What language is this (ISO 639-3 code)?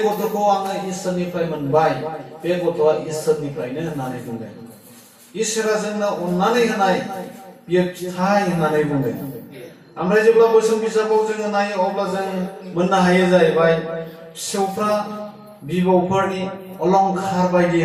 brx